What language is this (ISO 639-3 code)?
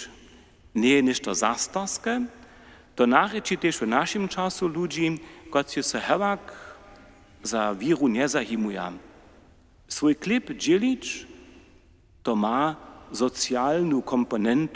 hsb